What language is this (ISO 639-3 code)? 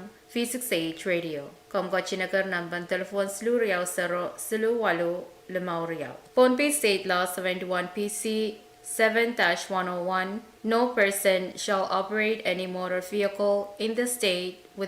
pon